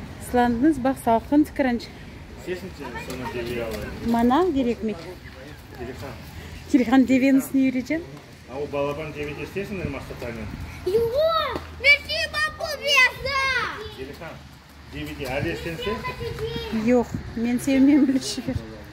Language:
Crimean Tatar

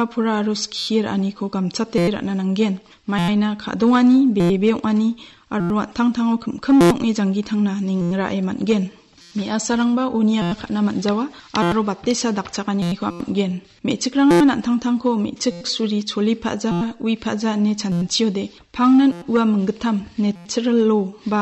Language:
Garo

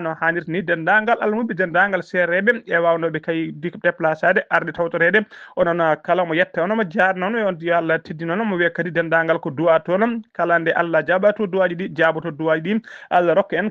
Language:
Fula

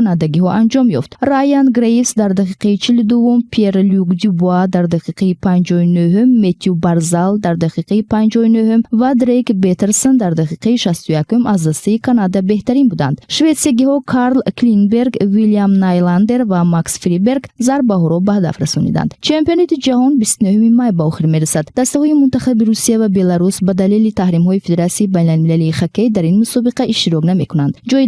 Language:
Tajik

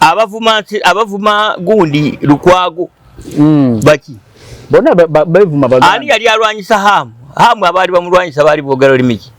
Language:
Ganda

